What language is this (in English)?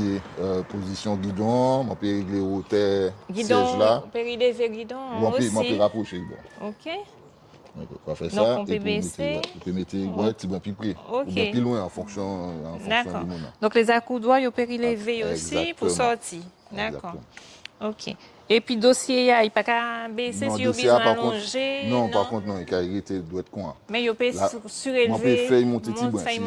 Guadeloupean Creole French